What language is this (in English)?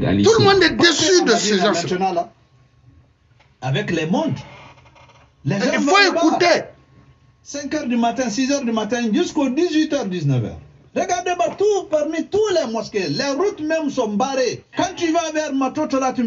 French